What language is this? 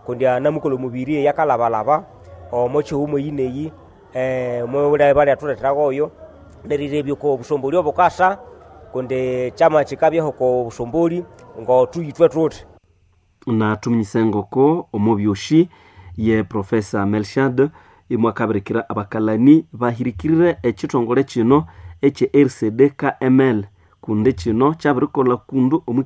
Nande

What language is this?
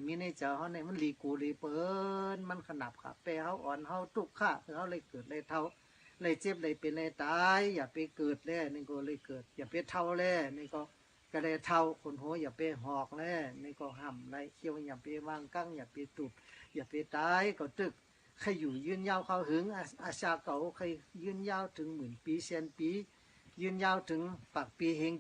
Shan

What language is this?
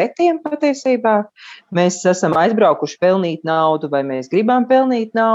Latvian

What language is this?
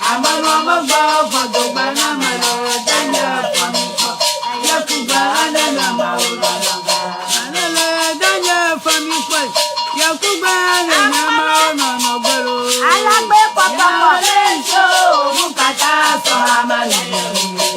Ewe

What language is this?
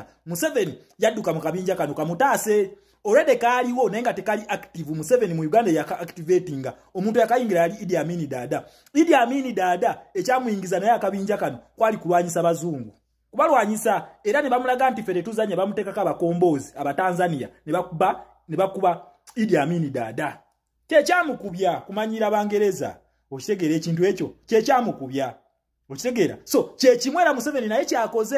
Ganda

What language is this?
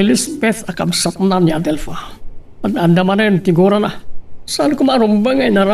Iloko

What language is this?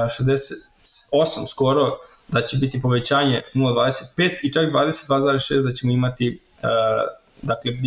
Serbian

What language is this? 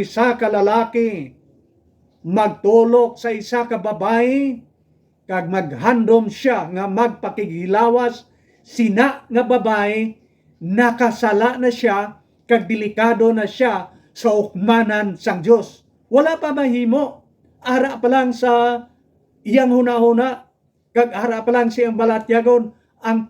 Hiligaynon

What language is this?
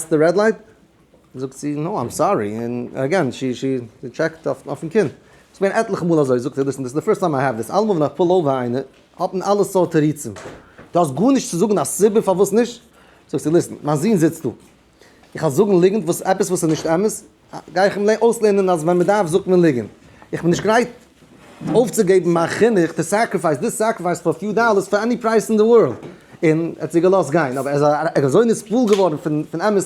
Yiddish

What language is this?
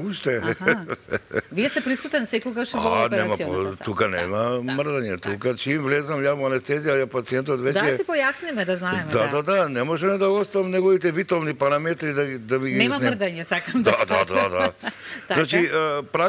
Macedonian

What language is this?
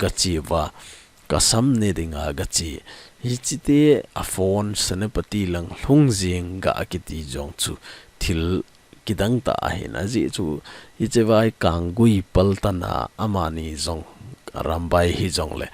Thado Chin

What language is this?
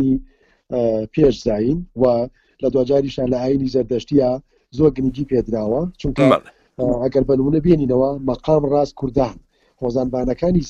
Central Kurdish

